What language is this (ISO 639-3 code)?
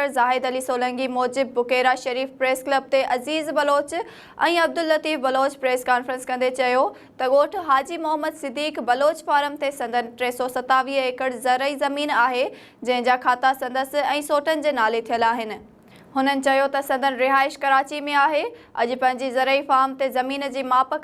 snd